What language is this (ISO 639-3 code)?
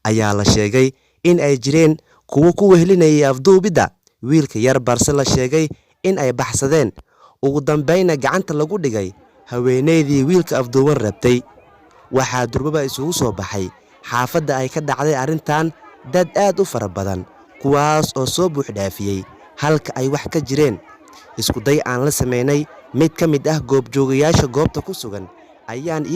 som